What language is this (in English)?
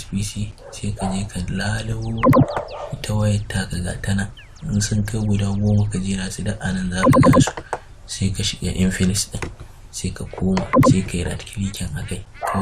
Hausa